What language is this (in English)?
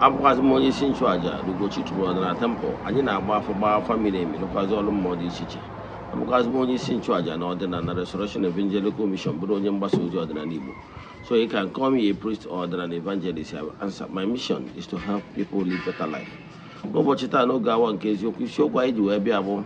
Igbo